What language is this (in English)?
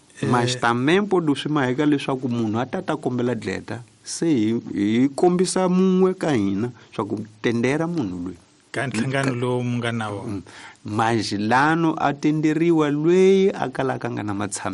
Tsonga